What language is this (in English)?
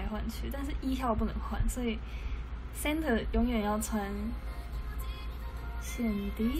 Chinese